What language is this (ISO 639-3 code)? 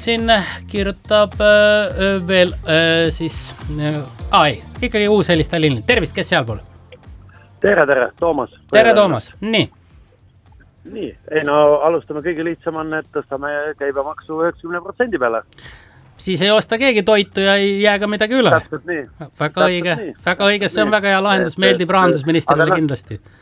est